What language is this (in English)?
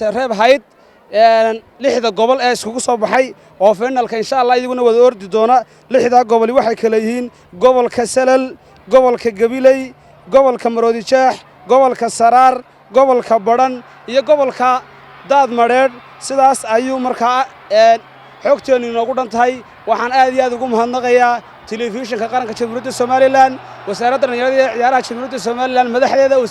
Somali